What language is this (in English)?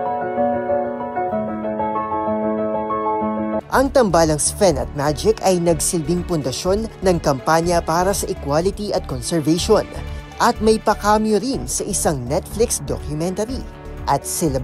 Filipino